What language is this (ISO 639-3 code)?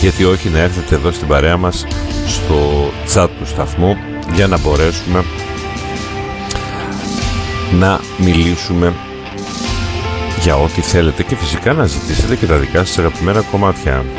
ell